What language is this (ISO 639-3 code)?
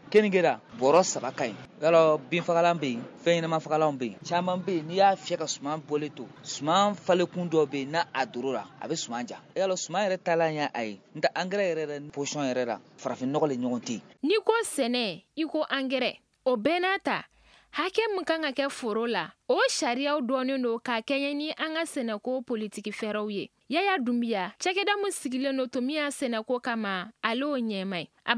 bam